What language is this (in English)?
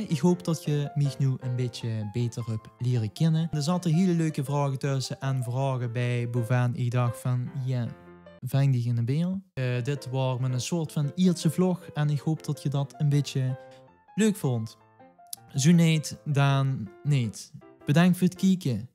Limburgish